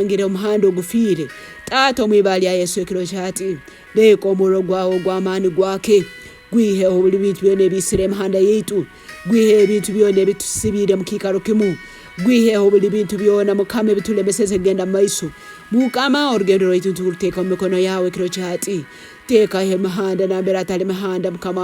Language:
Tooro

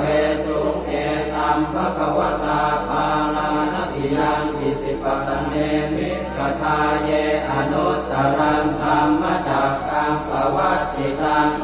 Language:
Pali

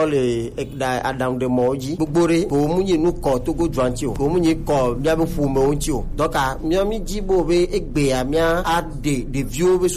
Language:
Gen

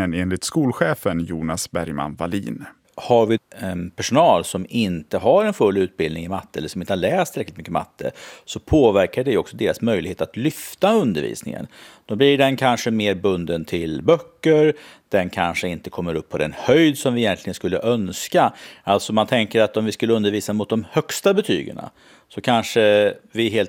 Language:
Swedish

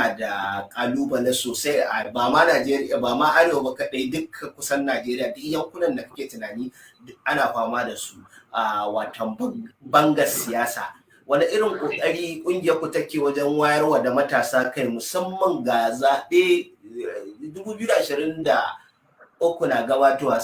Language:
Hausa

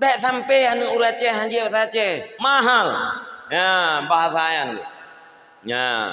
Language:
Achinese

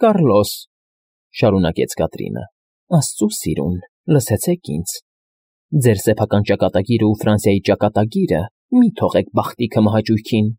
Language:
Armenian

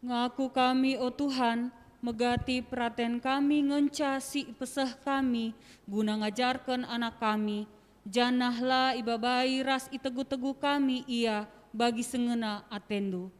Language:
Batak Karo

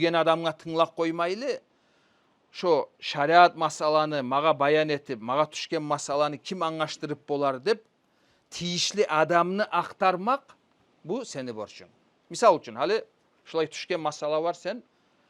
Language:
Kumyk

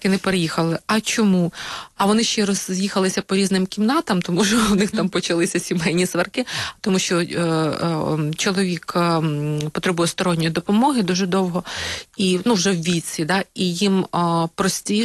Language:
Ukrainian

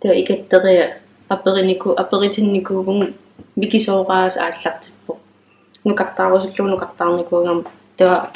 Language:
Kalaallisut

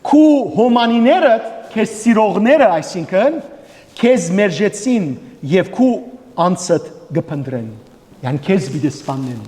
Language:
Western Armenian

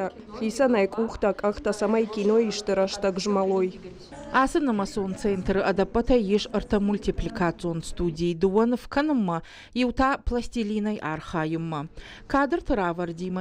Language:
Ossetic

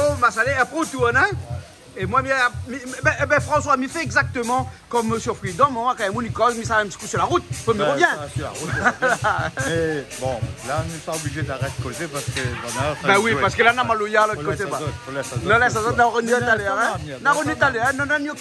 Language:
Réunion Creole French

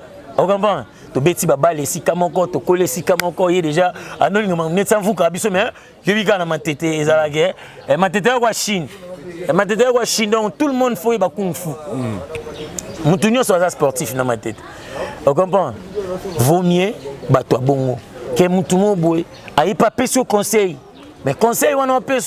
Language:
Lingala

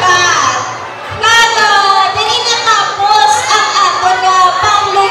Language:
Hiligaynon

